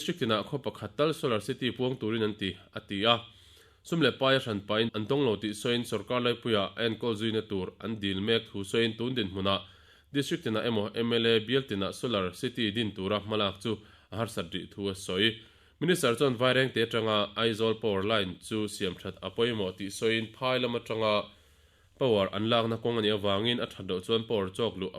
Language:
Mizo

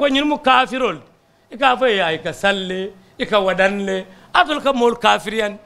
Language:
Mandingo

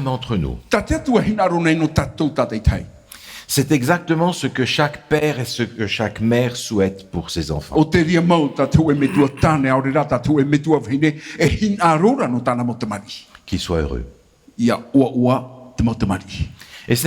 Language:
Tahitian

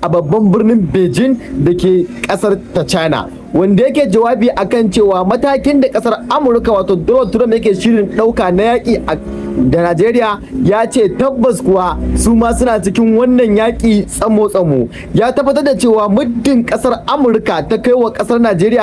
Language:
Hausa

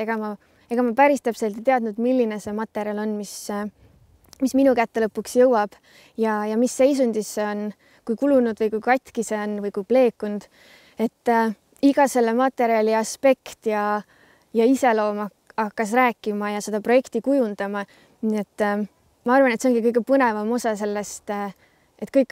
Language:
Estonian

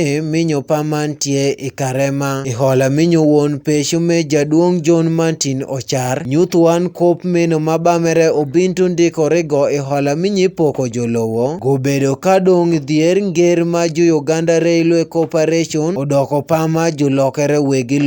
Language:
Acoli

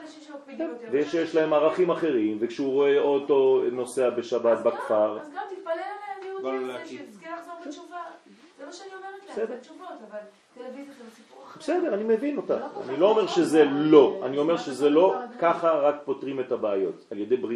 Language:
Hebrew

